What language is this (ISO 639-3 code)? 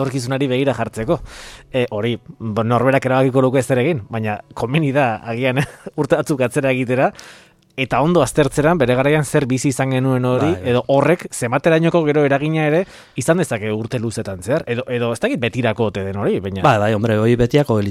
eus